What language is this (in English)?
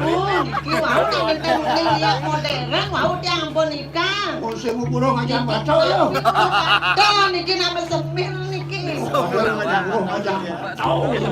Balinese